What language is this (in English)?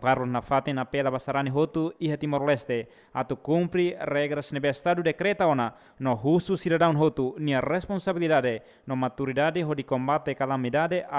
Tetum